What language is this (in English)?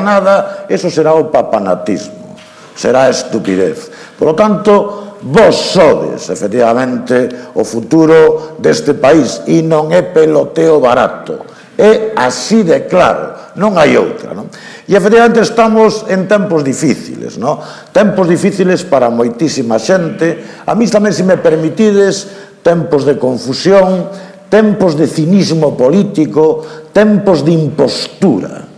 Galician